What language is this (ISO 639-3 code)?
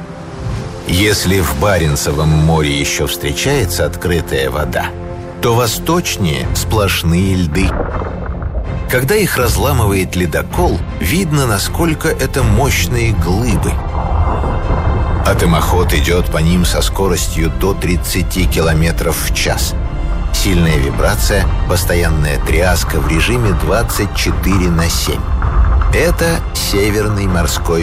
rus